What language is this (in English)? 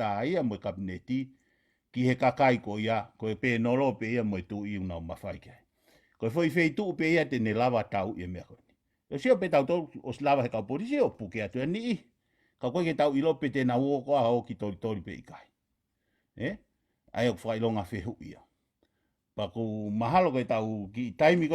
Tongan